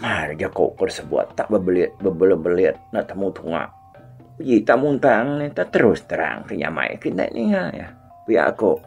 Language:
Iban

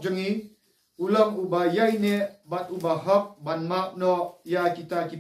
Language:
Khasi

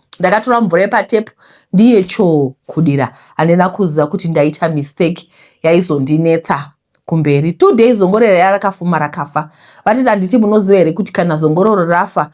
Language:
Shona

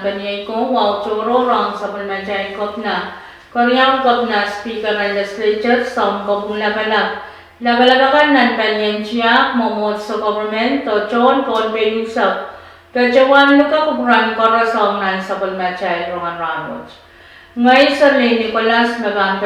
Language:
Pohnpeian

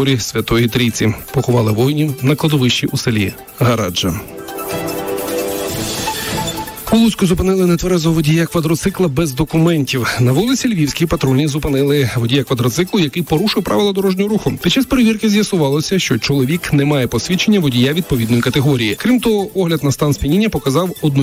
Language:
Ukrainian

